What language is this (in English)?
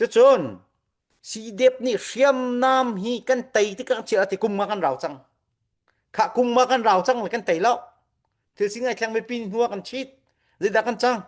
Falam Chin